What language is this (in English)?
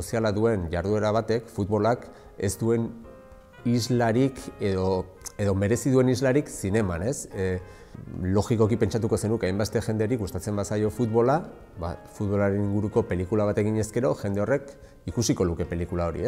Basque